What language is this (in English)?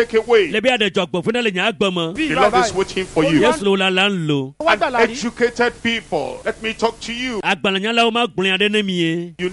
Ewe